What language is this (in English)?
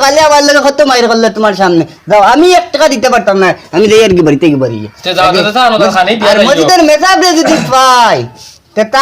Sylheti